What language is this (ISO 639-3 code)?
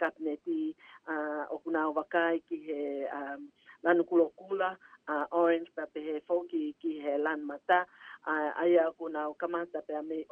ton